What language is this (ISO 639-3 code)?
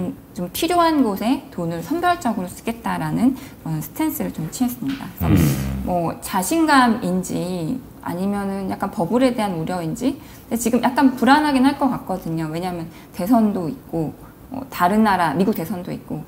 kor